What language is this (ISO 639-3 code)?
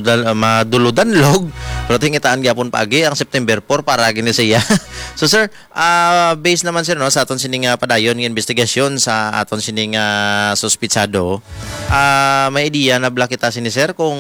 hil